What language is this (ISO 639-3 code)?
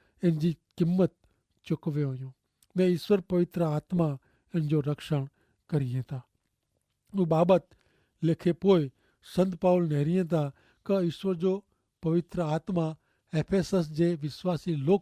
kfr